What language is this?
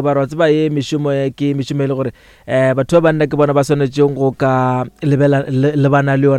Northern Sotho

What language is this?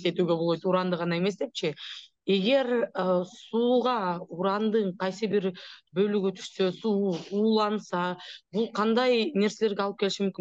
Kyrgyz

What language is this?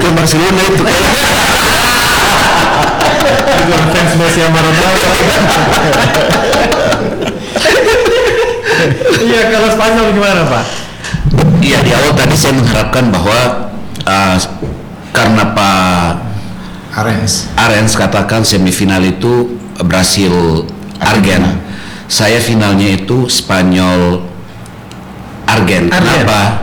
Indonesian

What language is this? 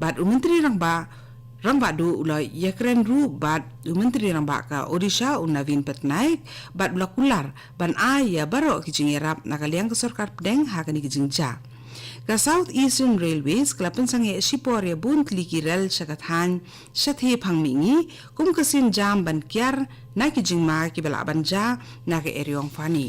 Khasi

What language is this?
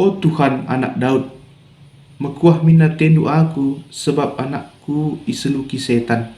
Batak Karo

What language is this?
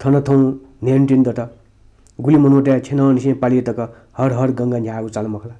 Newari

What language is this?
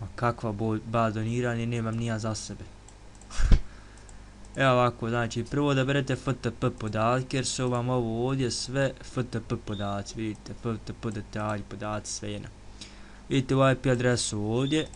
Bosnian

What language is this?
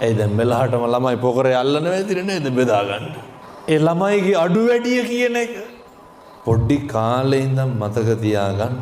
Sinhala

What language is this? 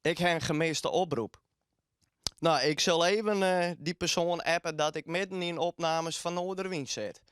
Western Frisian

